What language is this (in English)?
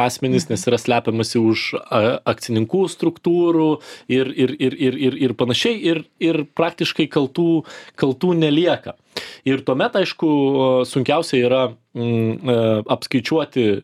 Lithuanian